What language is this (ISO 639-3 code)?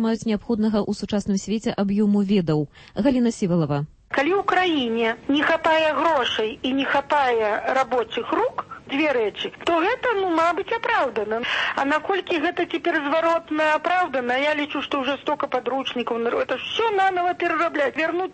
bel